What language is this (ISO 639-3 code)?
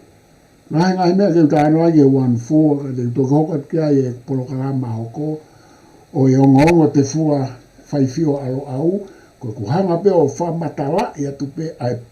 ton